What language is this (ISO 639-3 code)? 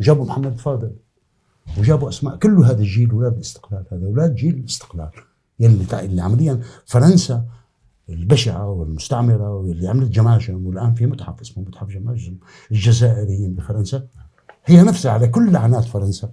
apc